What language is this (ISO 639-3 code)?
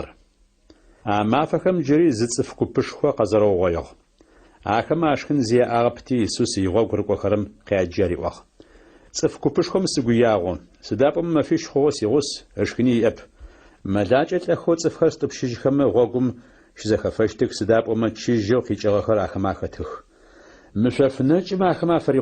ady